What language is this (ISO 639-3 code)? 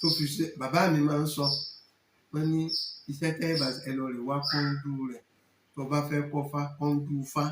yor